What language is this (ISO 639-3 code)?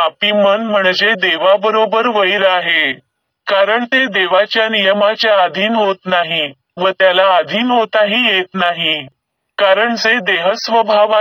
mar